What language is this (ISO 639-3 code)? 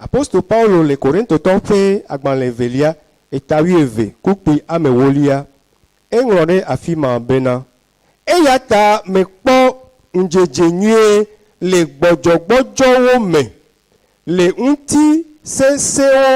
ewe